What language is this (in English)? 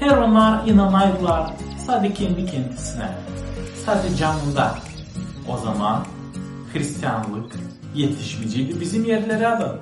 Gagauz